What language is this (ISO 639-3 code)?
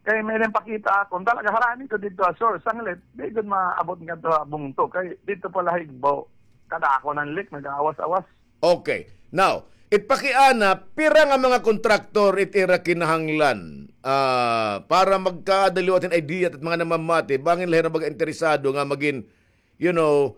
war